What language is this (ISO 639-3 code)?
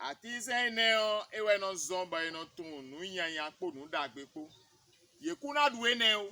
fon